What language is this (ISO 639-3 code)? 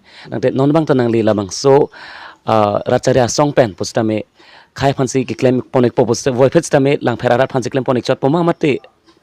mjw